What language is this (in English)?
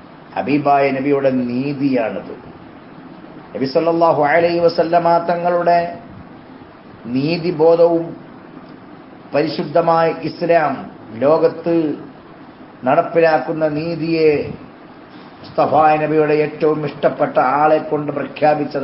Malayalam